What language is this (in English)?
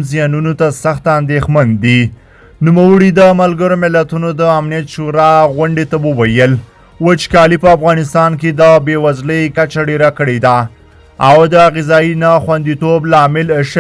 Pashto